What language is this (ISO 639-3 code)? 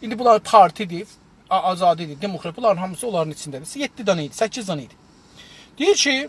azb